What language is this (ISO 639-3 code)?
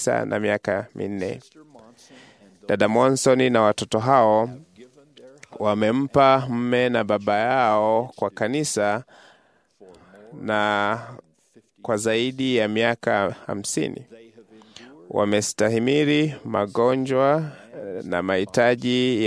swa